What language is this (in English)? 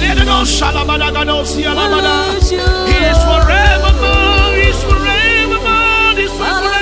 Ewe